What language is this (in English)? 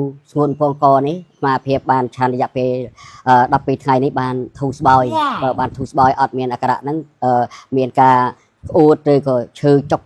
Khmer